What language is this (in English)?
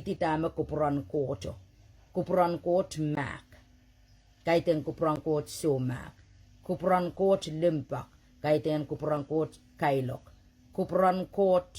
Pohnpeian